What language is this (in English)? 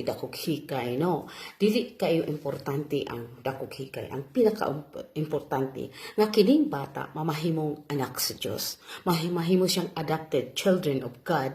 Cebuano